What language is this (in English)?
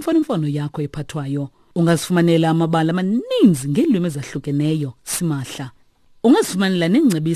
Xhosa